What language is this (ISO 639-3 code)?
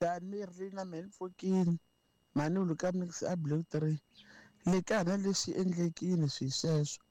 tso